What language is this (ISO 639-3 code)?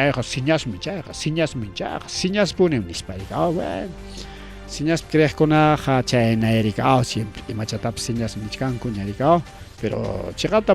quy